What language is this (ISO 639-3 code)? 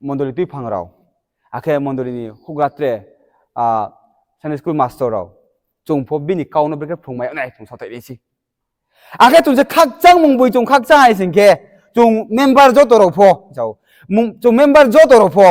ria